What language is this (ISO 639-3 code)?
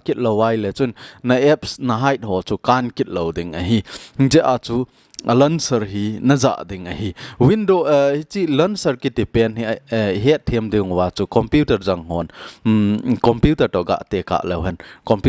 tcz